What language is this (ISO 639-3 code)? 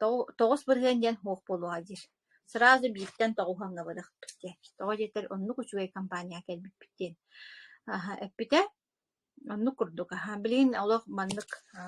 sah